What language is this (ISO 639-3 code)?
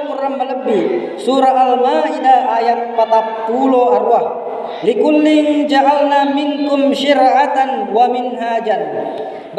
bug